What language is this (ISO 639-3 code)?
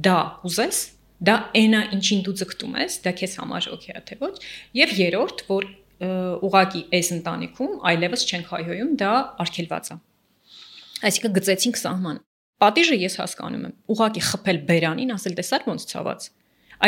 hye